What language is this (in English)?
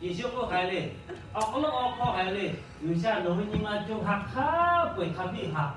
Lahu